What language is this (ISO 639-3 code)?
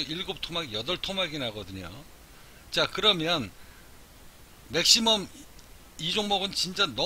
kor